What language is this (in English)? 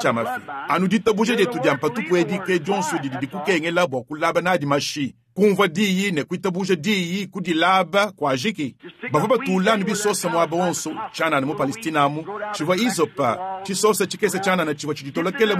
Luba-Lulua